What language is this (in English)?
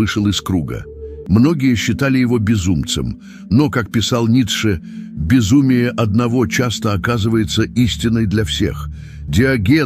Russian